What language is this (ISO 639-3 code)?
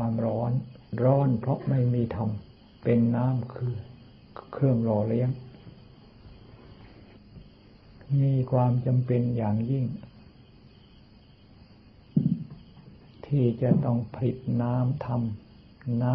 tha